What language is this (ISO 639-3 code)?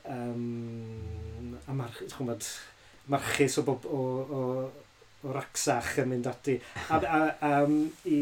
cym